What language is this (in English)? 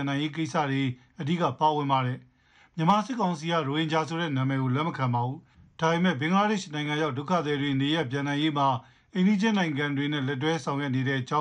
Burmese